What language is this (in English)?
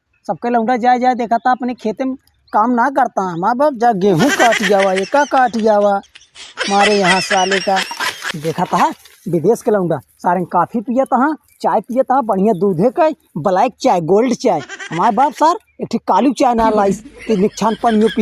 Awadhi